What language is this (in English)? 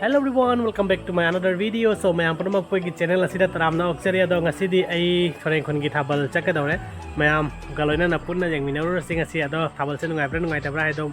Manipuri